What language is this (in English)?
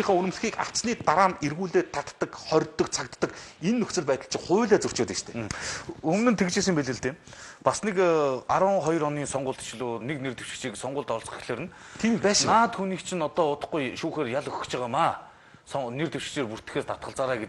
Mongolian